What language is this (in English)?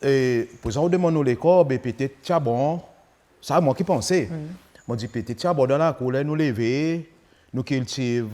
Seselwa Creole French